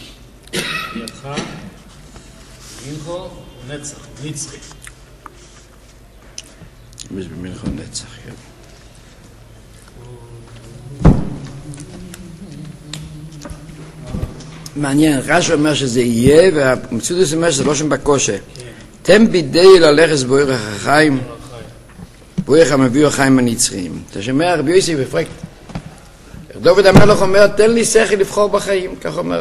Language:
Hebrew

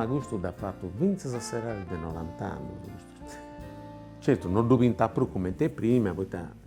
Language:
Sardinian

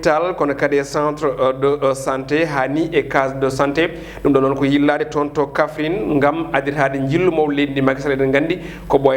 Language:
Fula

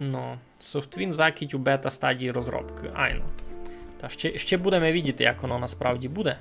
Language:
Rusyn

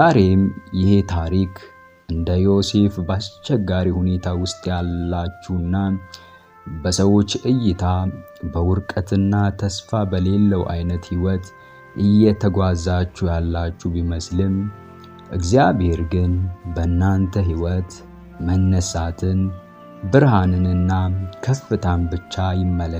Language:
Amharic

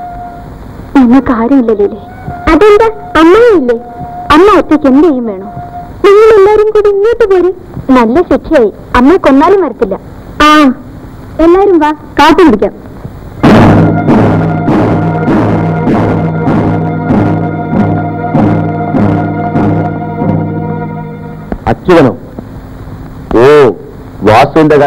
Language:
Malayalam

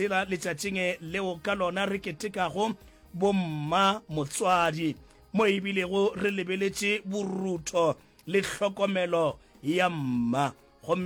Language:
Northern Sotho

